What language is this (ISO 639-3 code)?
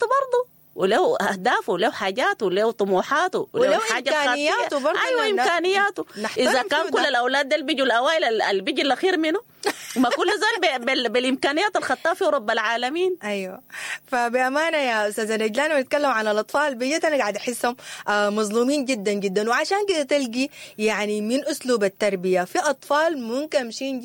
apd